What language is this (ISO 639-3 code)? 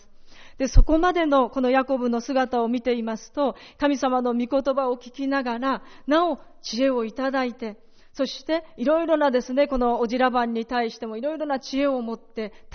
jpn